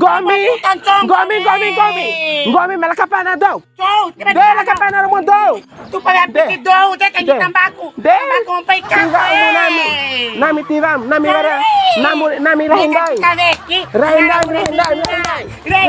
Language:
Bima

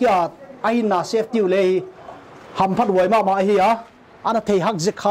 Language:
Paite Chin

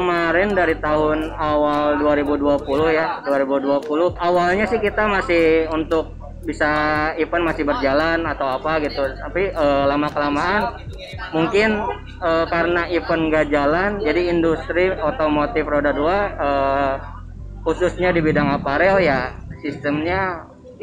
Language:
Indonesian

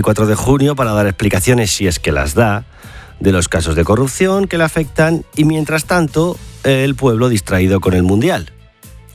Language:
Spanish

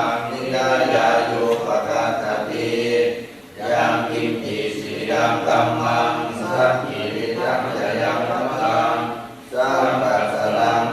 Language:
Pali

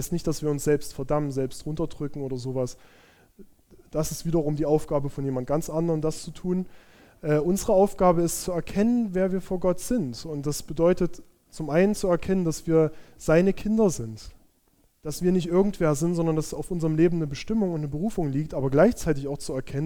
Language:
German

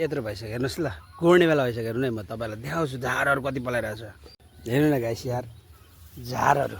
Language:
Nepali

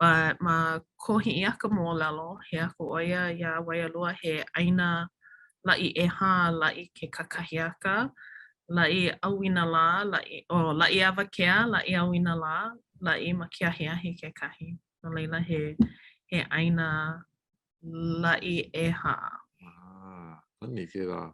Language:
Hawaiian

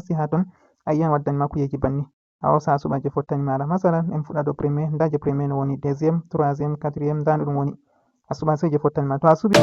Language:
Fula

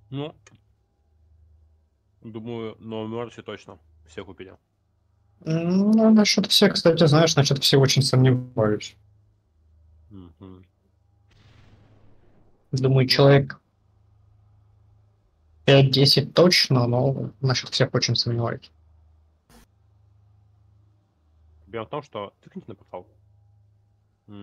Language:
Russian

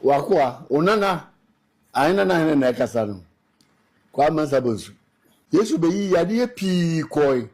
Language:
Akan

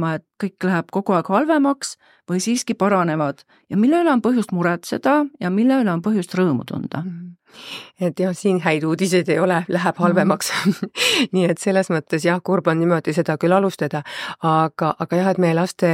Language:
Estonian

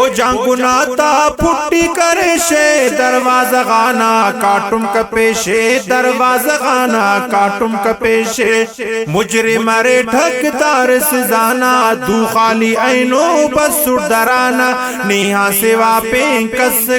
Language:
Brahui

